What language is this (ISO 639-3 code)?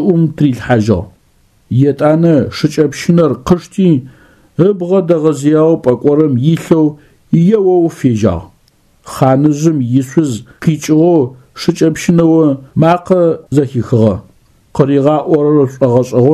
ady